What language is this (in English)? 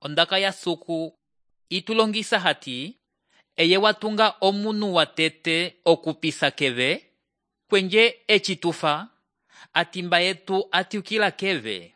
Umbundu